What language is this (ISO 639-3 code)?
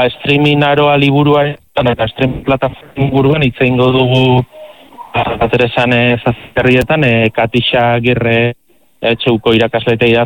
eus